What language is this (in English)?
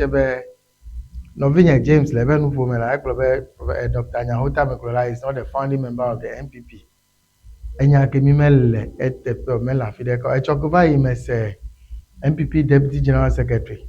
Ewe